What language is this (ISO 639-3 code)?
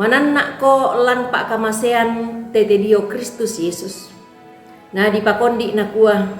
sda